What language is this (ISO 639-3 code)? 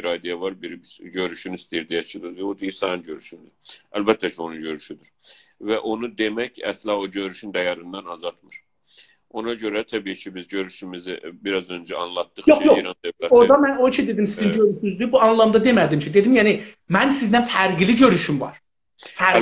azb